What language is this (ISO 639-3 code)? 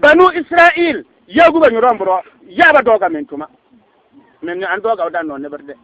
bib